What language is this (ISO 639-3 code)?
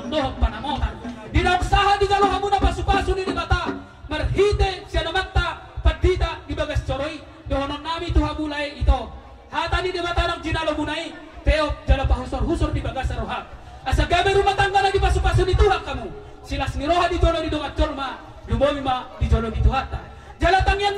bbc